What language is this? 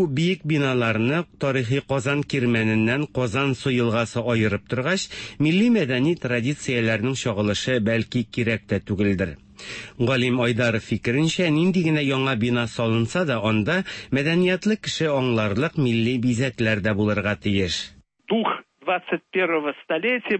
Tatar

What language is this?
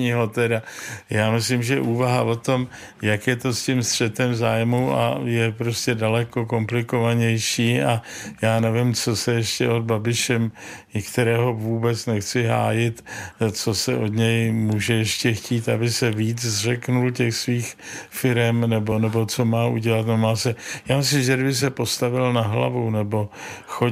Czech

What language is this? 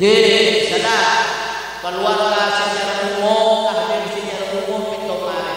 Madurese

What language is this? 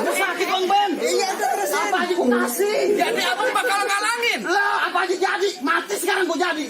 Betawi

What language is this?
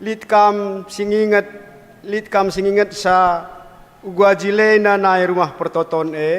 Batak Karo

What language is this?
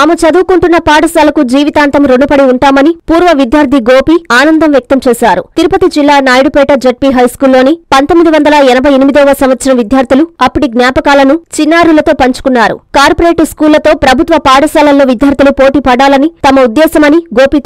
Telugu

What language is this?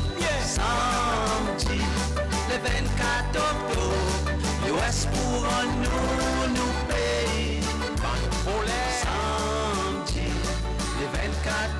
Seselwa Creole French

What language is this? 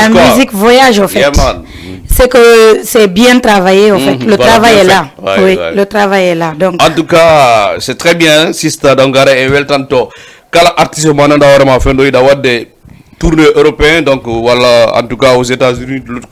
Fula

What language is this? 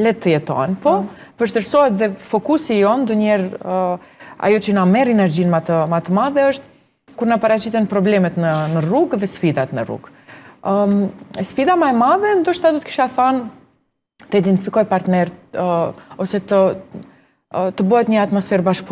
Albanian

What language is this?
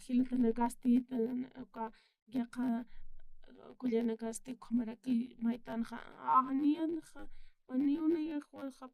Aymara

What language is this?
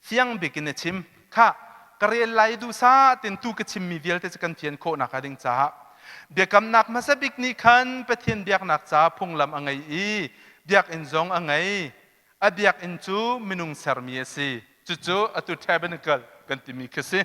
Hakha Chin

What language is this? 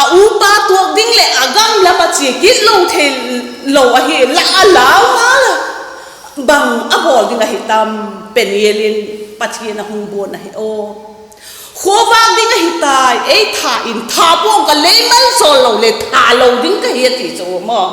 Vaiphei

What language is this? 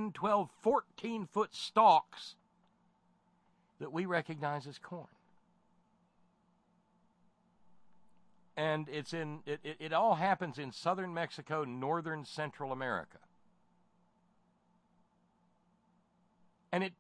English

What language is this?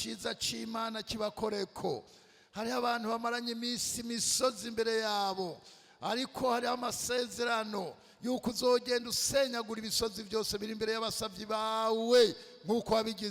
Rundi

